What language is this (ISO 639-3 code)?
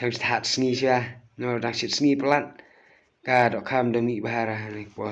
kha